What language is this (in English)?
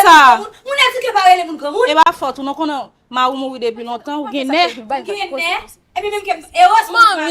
Haitian Creole